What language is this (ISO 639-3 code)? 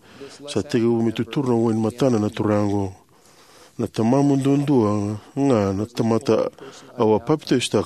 fij